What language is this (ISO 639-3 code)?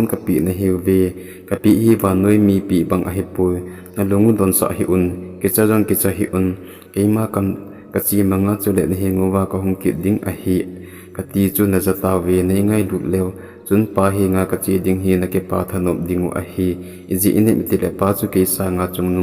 tcz